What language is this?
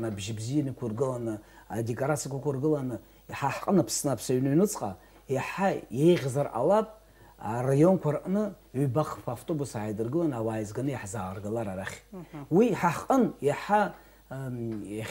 Abkhazian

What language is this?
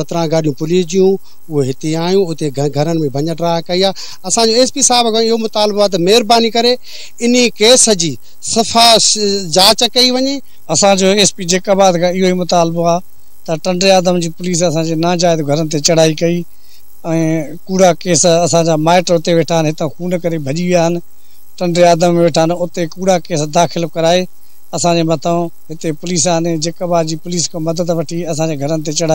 Sindhi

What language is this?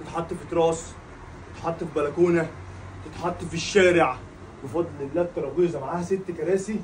Egyptian Arabic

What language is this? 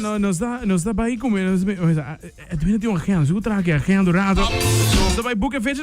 Papiamento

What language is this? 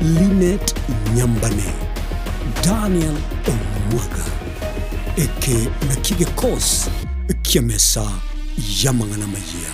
Gusii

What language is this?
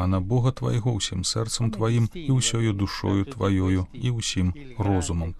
Belarusian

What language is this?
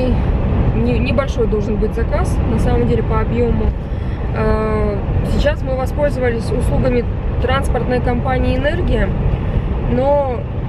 Russian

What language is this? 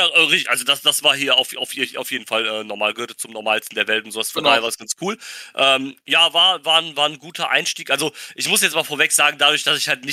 German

